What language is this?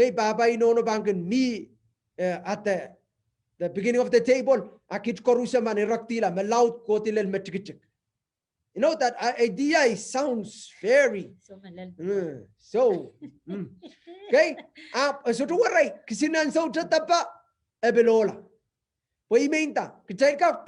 Pohnpeian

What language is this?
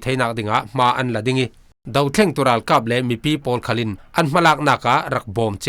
Falam Chin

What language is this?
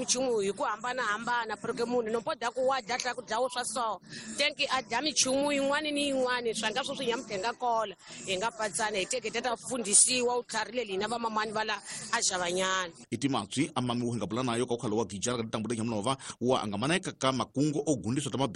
Tsonga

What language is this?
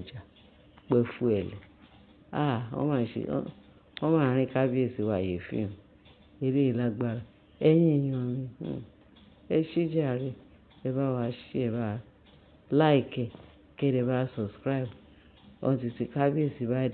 Yoruba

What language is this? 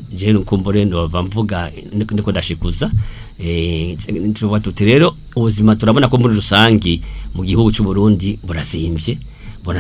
Rundi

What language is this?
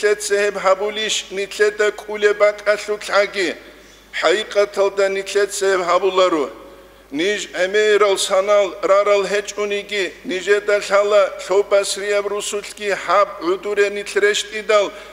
Avaric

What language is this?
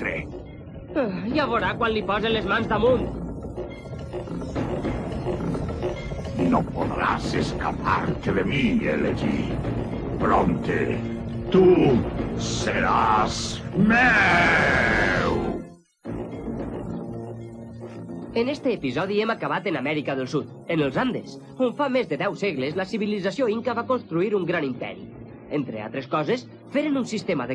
Catalan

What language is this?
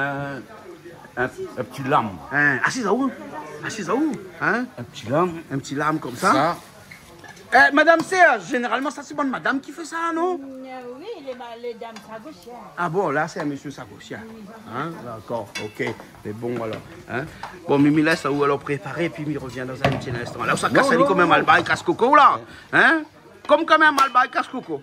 Réunion Creole French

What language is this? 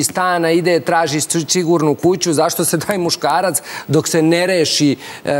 Serbian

